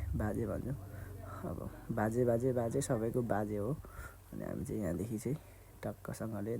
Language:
Nepali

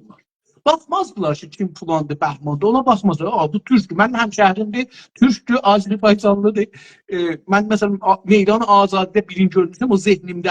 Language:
South Azerbaijani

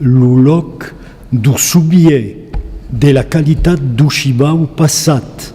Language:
Occitan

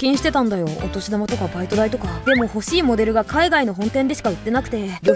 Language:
Japanese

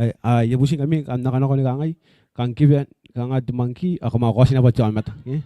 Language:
Gilbertese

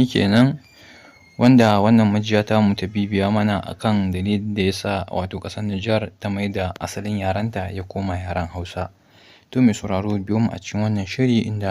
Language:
Hausa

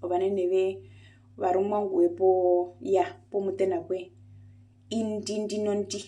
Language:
Herero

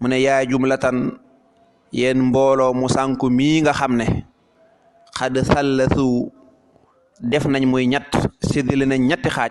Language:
Wolof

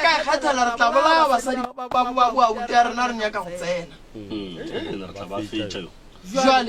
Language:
Northern Sotho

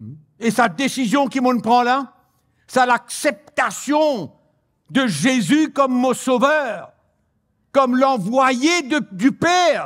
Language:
Morisyen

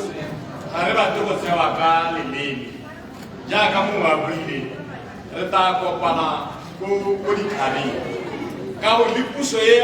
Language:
Tswana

